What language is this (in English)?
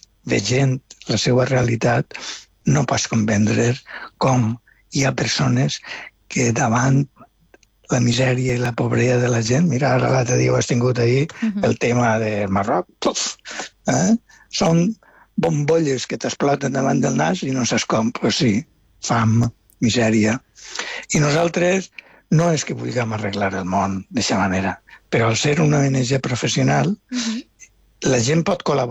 Catalan